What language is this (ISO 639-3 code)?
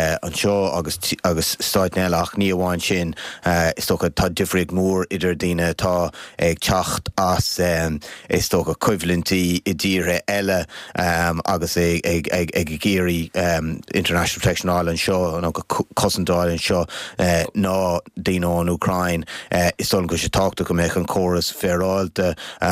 gle